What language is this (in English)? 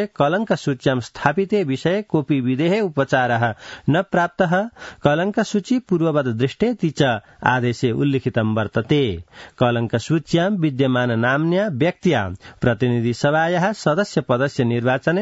Sanskrit